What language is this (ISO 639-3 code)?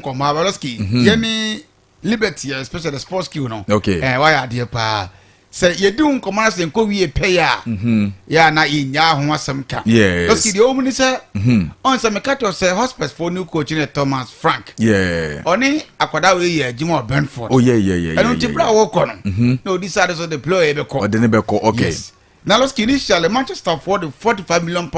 aka